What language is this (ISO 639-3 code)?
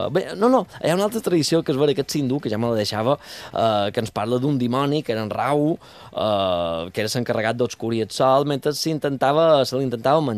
cat